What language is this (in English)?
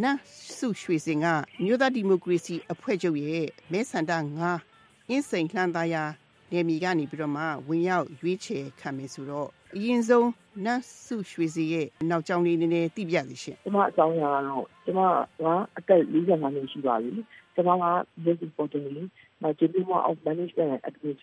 Burmese